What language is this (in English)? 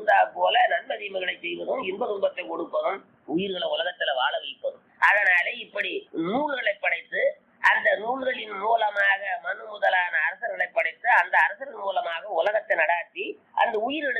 Tamil